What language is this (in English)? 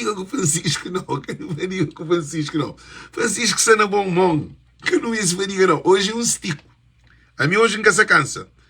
Kabuverdianu